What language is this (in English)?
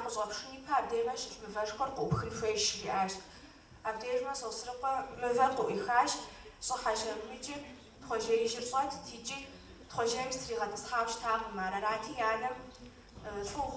Kabardian